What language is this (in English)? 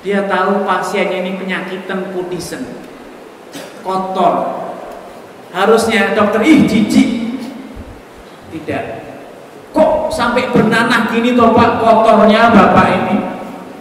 Indonesian